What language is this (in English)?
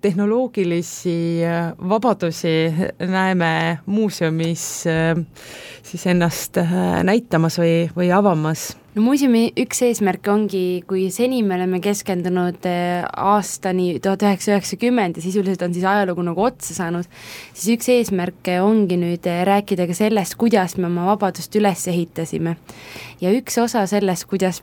Estonian